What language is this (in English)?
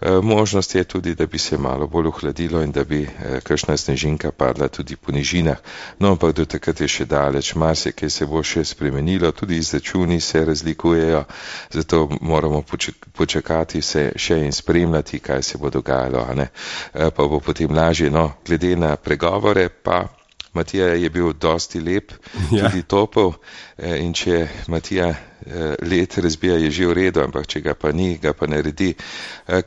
Slovenian